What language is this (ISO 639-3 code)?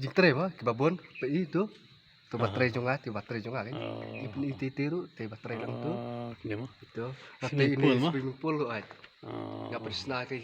kha